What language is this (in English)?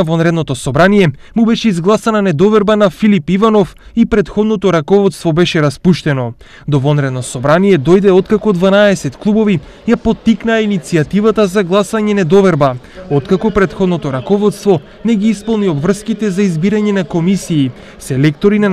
Macedonian